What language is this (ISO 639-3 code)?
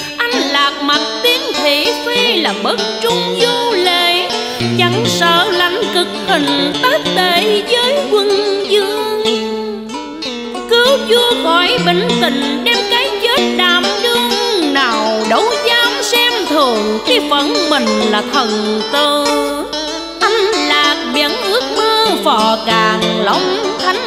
vie